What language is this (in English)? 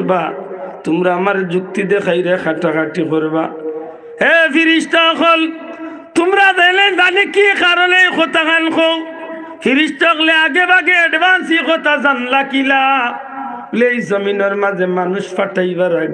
Sylheti